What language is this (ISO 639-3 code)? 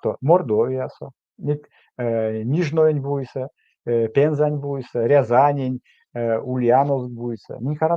myv